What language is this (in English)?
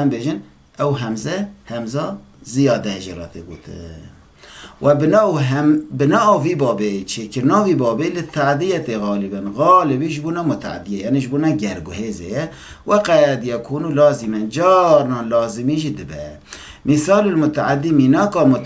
Kurdish